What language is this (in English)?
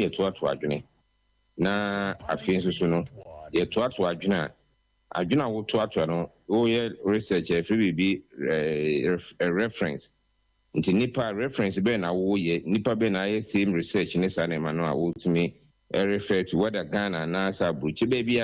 Akan